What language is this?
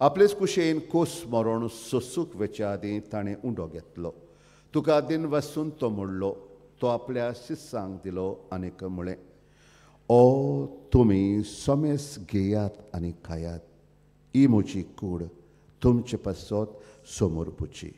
Konkani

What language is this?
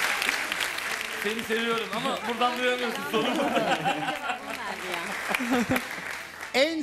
Turkish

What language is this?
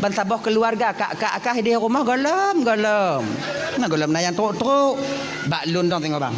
Achinese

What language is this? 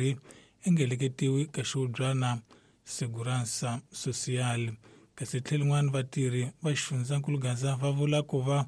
Tsonga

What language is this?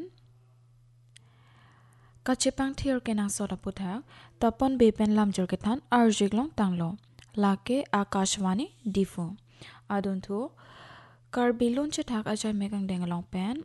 Karbi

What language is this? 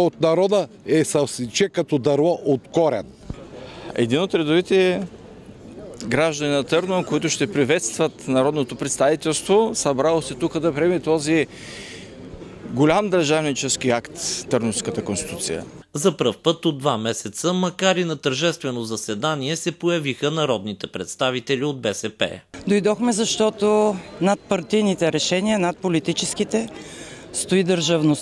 Bulgarian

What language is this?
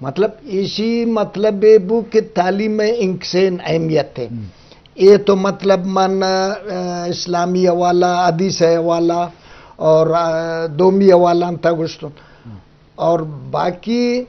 Eastern Balochi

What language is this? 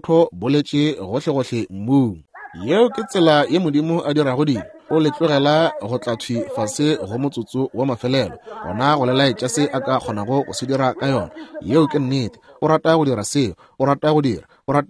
Northern Sotho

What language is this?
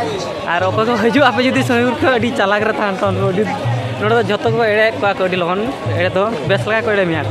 Santali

